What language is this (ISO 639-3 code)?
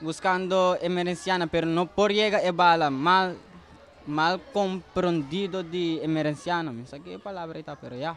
pap